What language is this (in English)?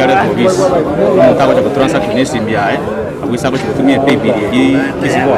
Gusii